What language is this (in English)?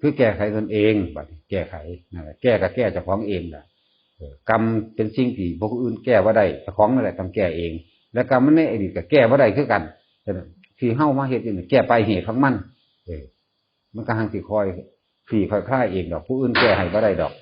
Northeastern Thai